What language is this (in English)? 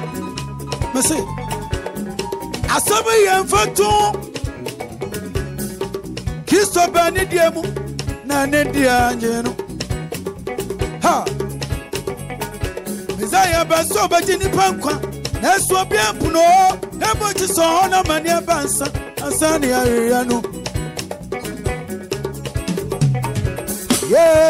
English